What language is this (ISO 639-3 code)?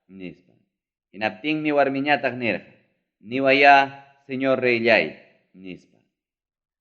quy